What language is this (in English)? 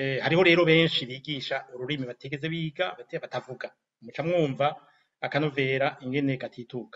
Rundi